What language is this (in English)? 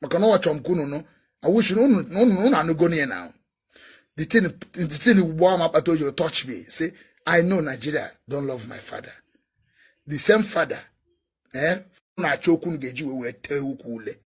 Igbo